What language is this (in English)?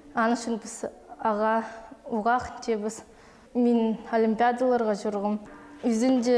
Khakas